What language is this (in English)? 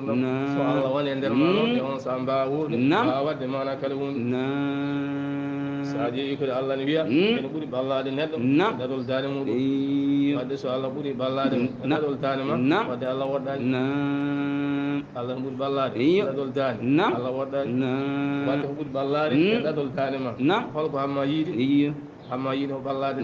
Fula